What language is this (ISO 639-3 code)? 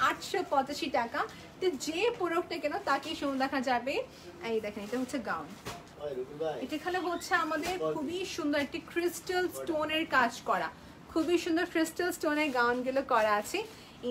ben